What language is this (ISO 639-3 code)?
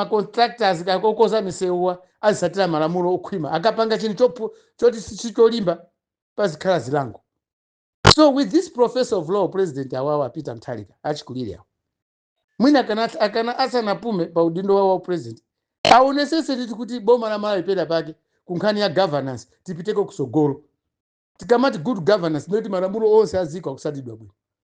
nya